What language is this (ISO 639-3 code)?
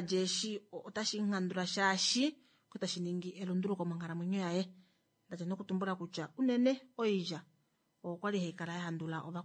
kua